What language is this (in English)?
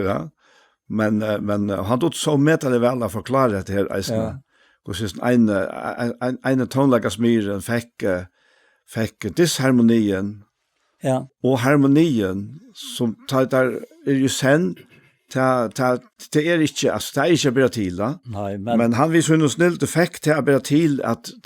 Faroese